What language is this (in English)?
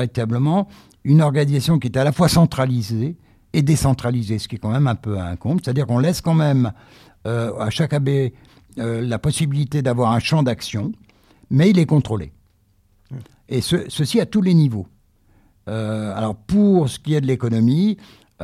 French